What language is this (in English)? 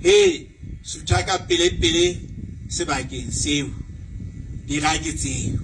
Southern Sotho